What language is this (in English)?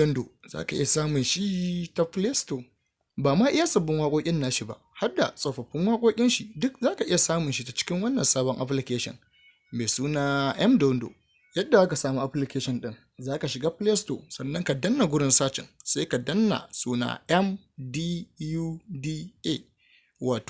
Hausa